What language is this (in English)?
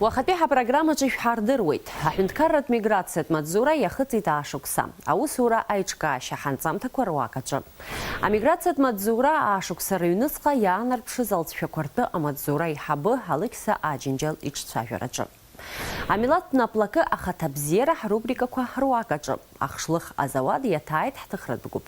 Abkhazian